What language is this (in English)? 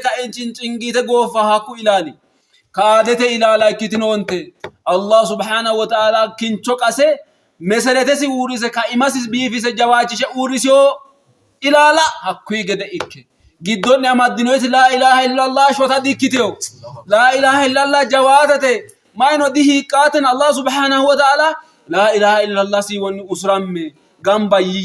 Sidamo